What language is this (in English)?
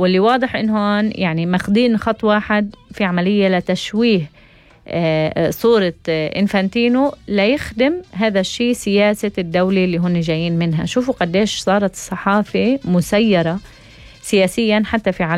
North Levantine Arabic